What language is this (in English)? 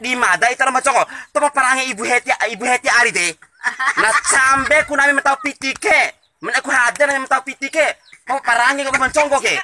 Bima